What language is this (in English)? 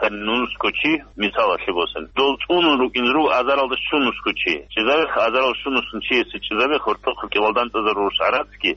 Avaric